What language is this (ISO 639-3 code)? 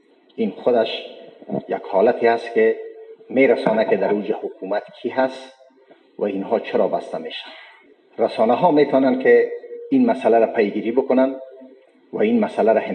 fas